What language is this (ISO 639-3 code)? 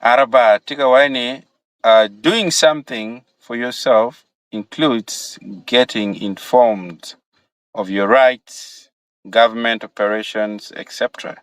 ach